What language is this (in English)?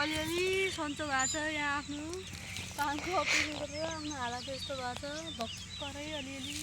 Nepali